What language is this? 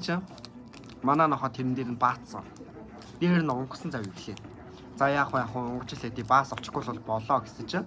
Mongolian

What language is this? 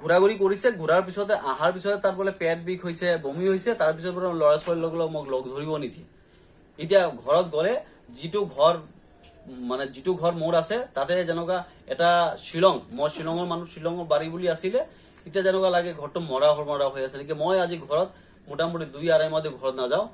Assamese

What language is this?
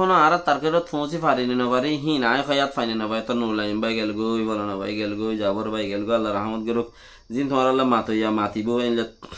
Rohingya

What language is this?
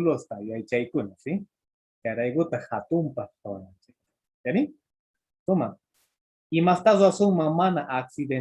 Quechua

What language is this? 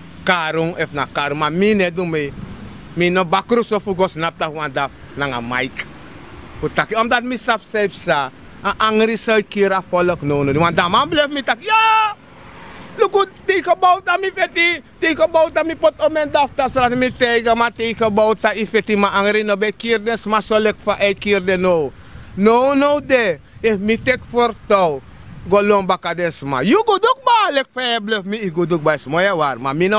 Sranan Tongo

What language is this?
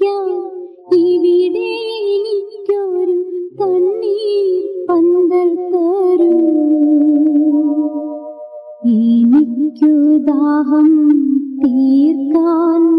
Malayalam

